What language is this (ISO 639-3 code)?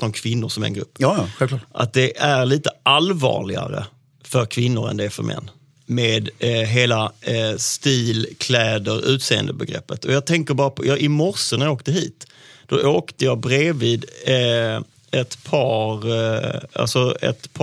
swe